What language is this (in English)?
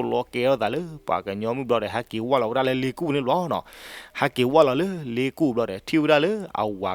S'gaw Karen